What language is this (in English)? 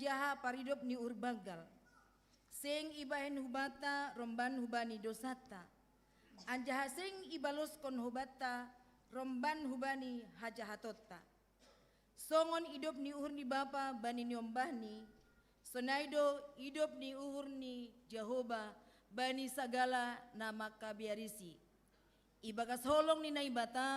Batak Simalungun